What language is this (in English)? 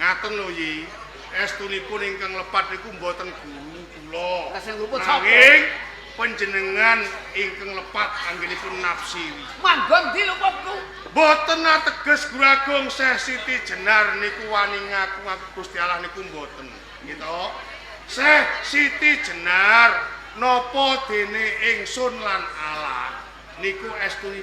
Javanese